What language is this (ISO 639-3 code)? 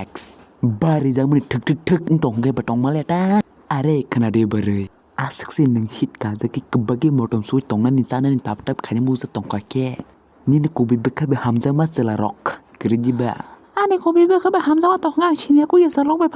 trp